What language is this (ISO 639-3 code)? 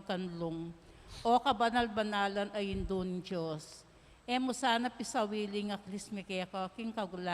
pam